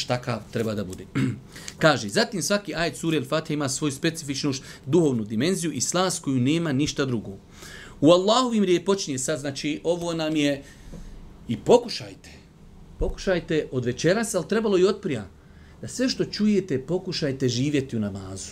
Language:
Bosnian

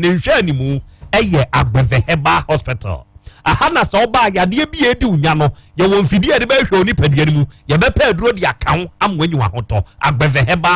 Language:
Akan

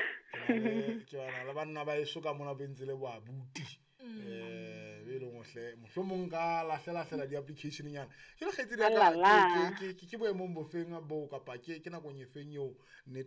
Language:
Southern Sotho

